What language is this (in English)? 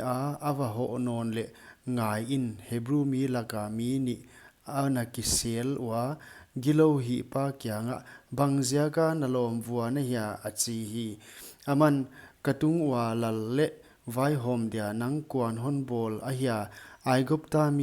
Paite Chin